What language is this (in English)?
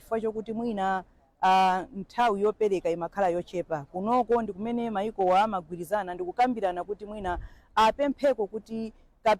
Nyanja